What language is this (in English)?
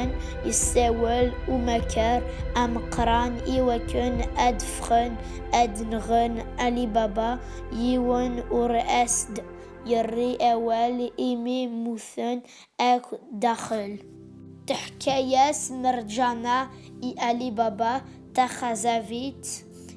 Kabyle